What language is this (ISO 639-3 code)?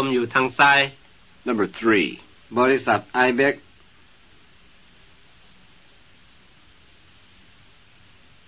tha